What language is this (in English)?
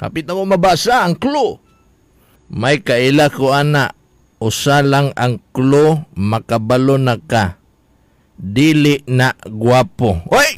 Cebuano